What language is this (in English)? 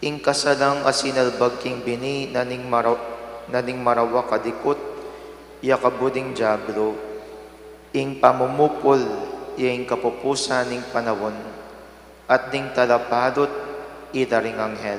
Pampanga